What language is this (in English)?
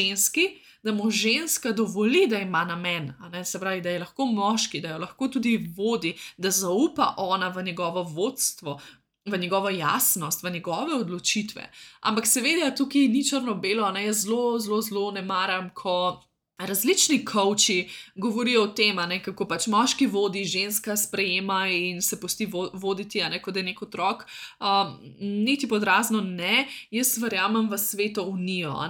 Slovenian